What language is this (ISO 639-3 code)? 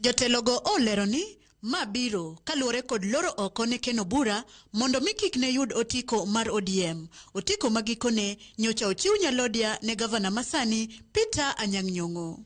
luo